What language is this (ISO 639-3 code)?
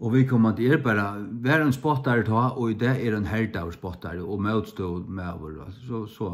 fao